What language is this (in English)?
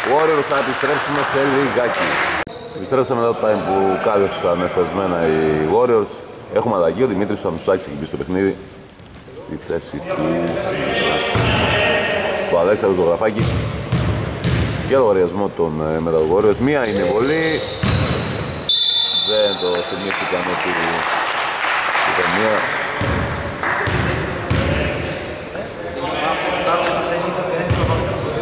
Greek